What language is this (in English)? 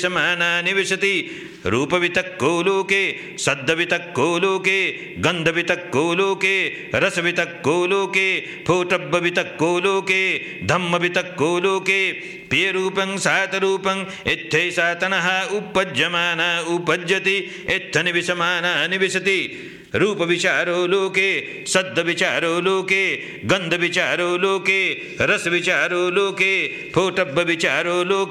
Pali